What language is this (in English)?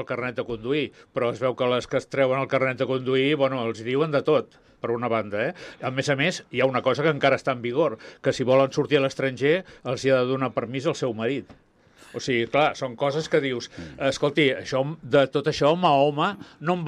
Catalan